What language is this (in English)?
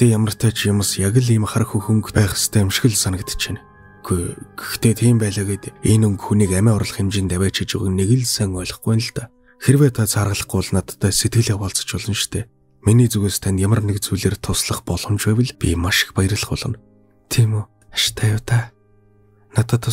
Mongolian